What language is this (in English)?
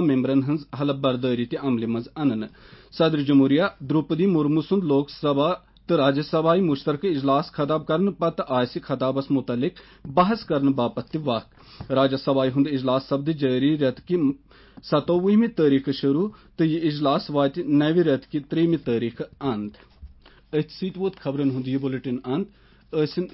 Kashmiri